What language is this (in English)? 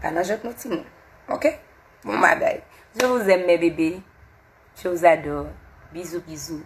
Haitian Creole